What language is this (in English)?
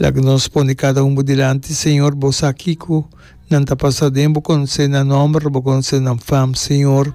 Papiamento